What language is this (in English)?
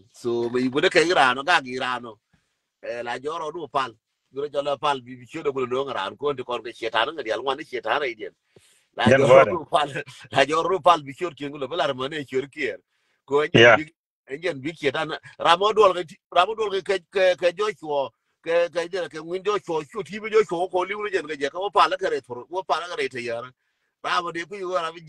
Nuer